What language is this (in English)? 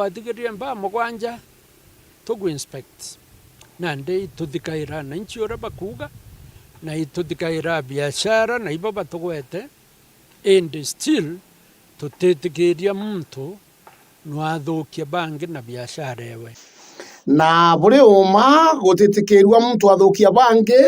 Meru